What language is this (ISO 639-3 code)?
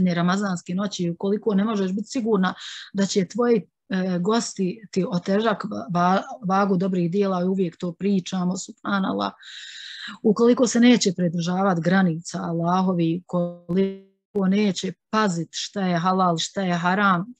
bos